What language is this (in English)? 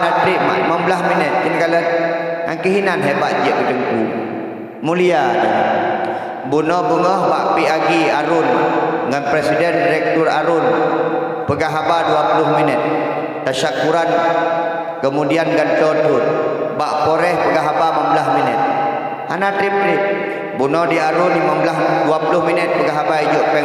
Achinese